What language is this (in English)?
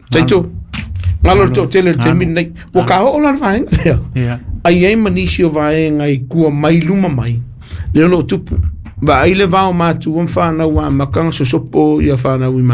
Samoan